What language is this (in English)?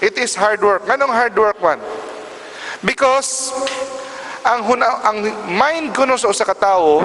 Cebuano